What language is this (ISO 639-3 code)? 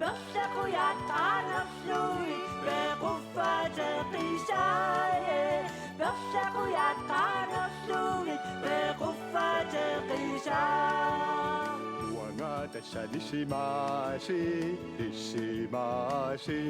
kal